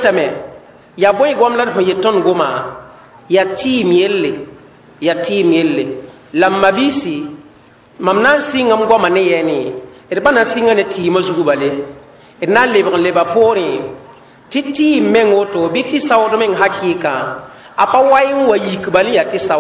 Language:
Mossi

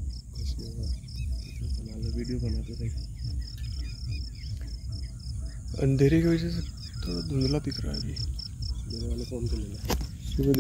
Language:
Hindi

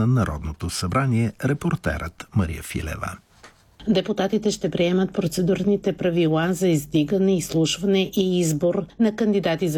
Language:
Bulgarian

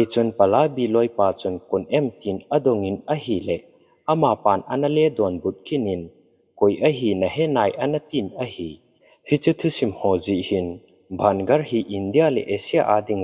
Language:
Thado Chin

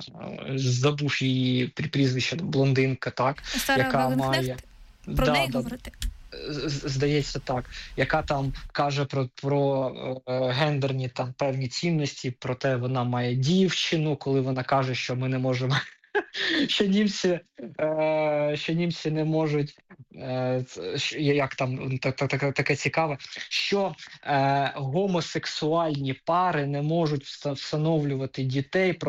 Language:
Ukrainian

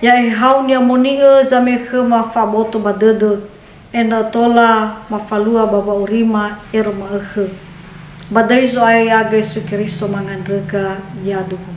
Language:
Nias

